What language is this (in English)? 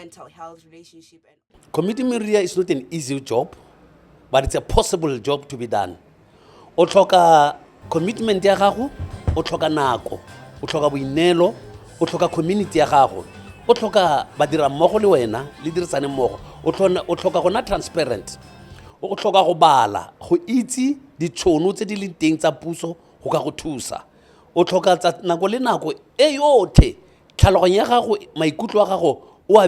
Tswana